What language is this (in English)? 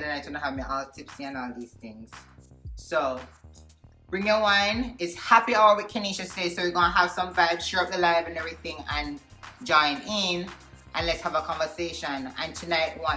Jamaican Creole English